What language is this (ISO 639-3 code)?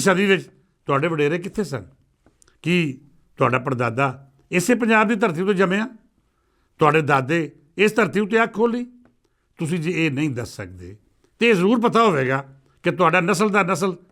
lah